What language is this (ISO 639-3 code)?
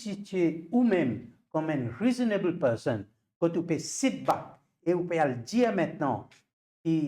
mfe